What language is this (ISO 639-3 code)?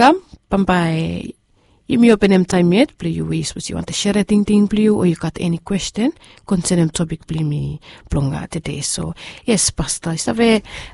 bis